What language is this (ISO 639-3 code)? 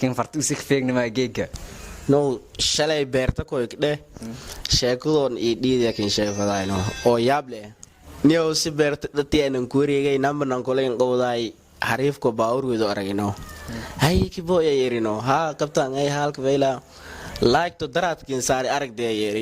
som